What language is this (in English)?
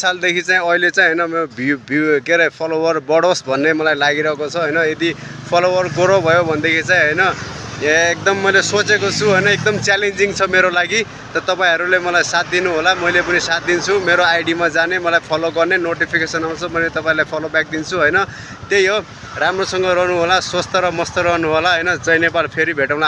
Nepali